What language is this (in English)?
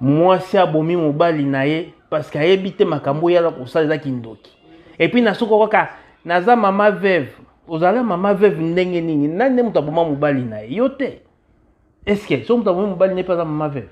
Lingala